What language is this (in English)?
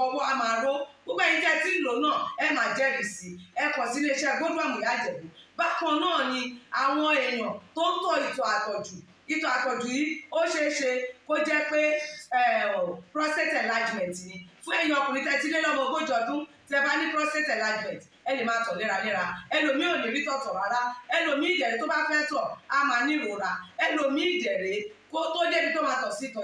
Yoruba